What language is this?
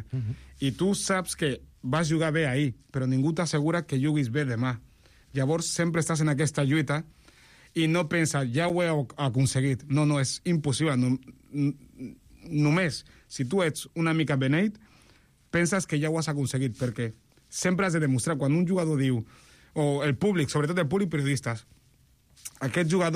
Catalan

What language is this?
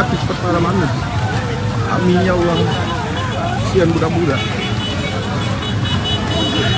Malay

